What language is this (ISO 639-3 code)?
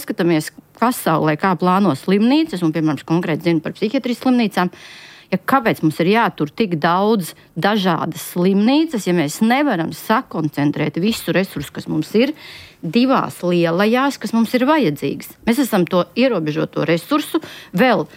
lav